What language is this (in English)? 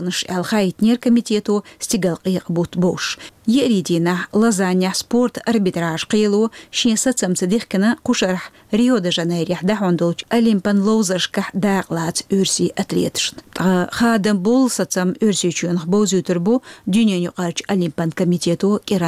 Chechen